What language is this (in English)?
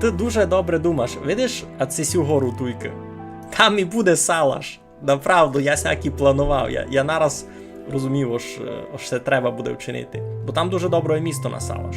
Rusyn